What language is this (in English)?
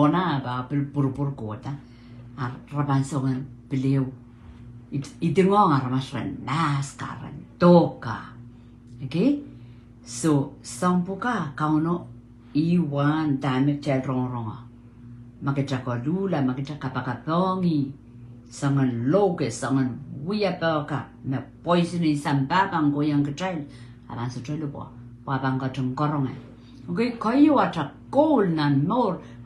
Pohnpeian